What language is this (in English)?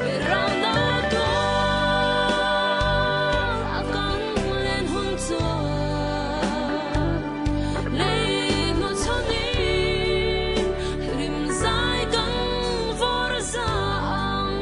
Mizo